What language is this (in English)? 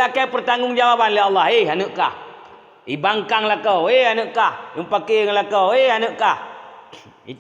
Achinese